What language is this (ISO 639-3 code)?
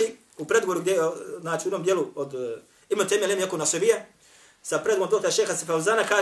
bos